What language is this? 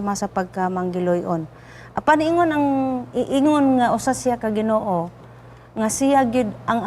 Cebuano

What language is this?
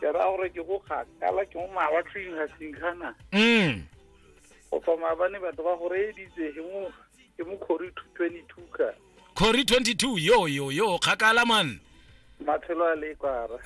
Tswana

